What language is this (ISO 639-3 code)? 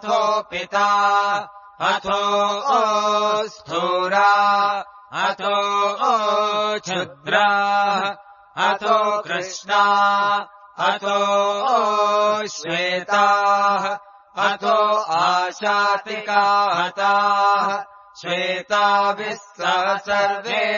san